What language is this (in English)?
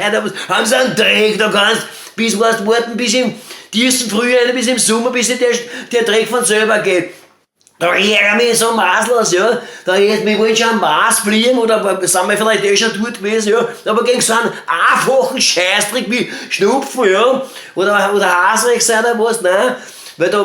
Bavarian